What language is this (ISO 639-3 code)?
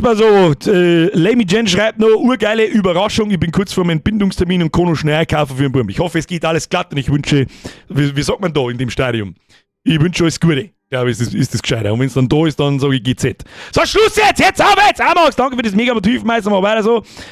bar